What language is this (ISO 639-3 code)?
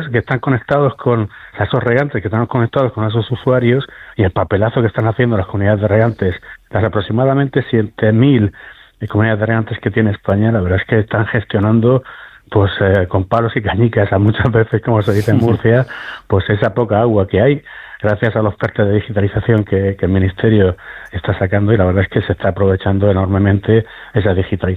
spa